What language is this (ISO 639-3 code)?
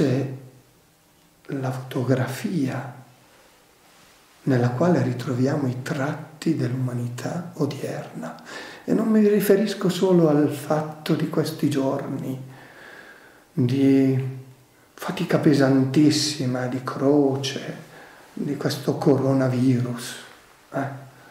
ita